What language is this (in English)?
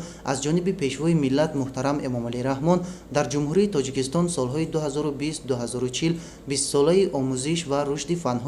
Tajik